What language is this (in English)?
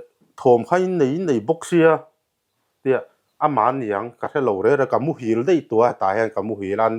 Mizo